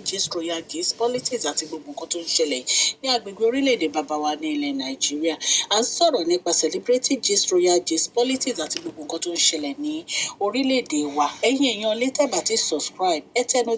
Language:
Yoruba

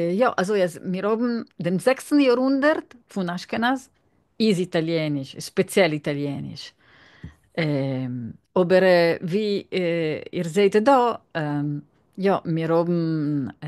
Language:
Yiddish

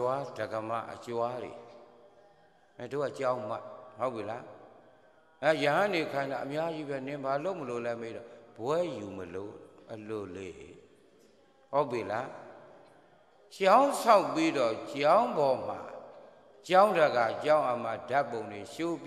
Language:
Burmese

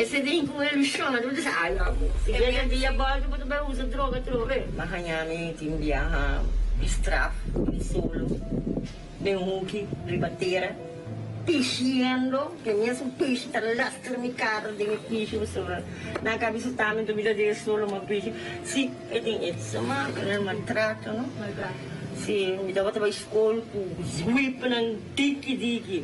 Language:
Papiamento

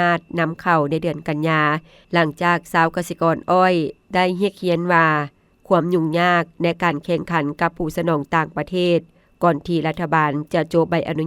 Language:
Lao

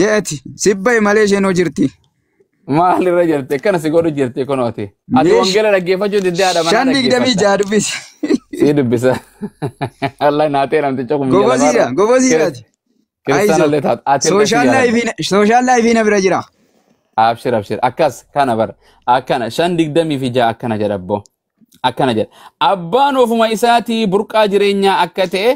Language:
Oromo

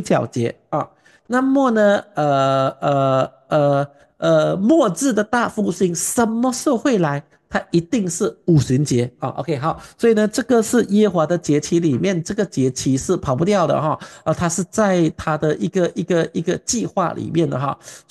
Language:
Chinese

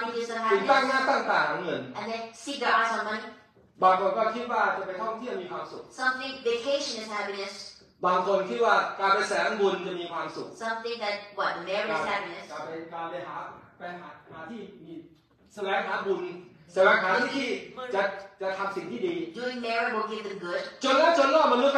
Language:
Thai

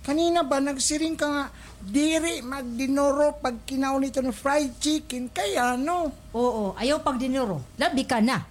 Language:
Waray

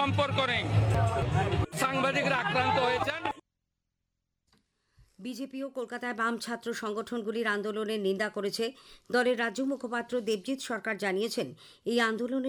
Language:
Bangla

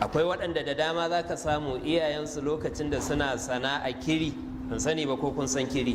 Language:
Hausa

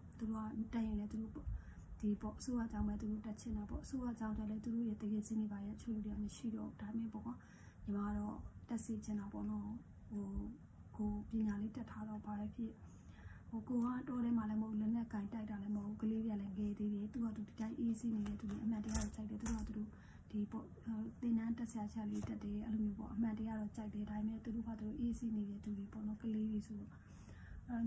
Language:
Burmese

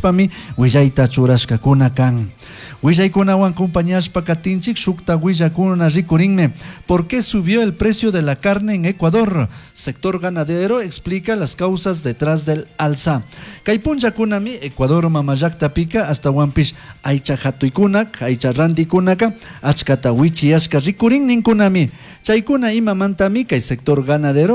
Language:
Chimborazo Highland Quichua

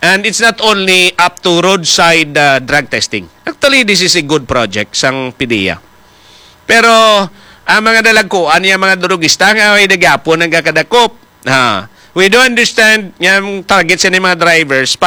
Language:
Hiligaynon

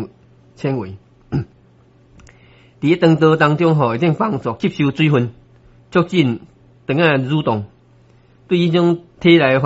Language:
Min Nan Chinese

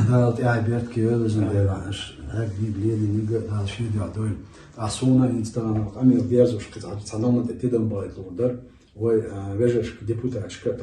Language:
Chechen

